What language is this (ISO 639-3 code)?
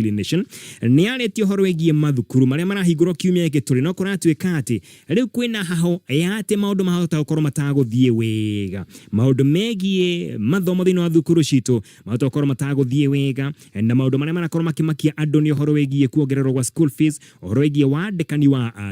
kik